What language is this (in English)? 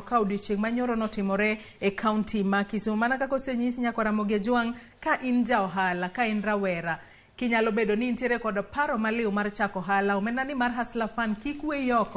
Luo (Kenya and Tanzania)